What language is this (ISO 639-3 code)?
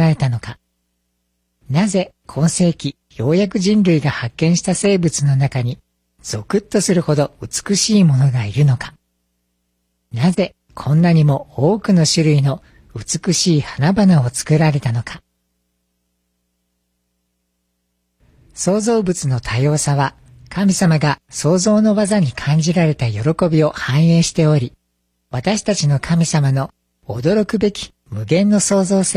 jpn